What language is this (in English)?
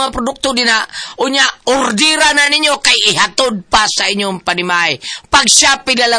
Cebuano